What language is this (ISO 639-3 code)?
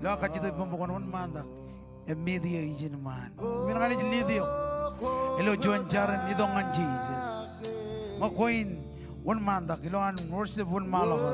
mah